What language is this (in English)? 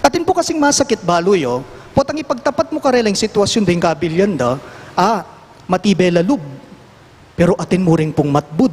Pampanga